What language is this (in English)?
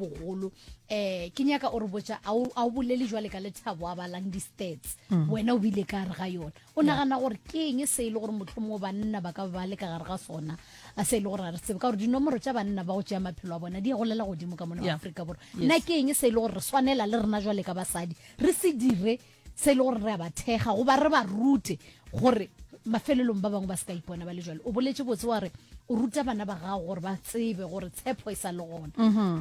Northern Sotho